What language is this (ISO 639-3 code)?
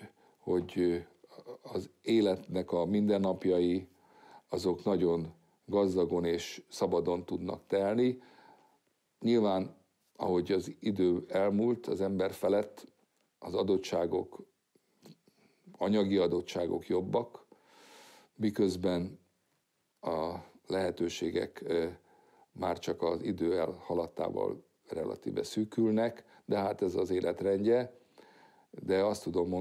hun